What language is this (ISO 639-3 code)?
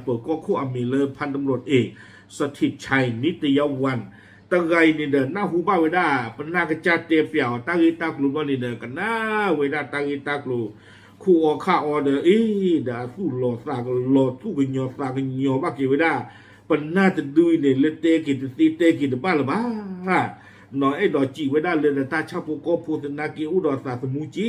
ksw